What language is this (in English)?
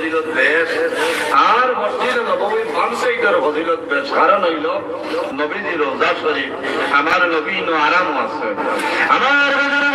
Sylheti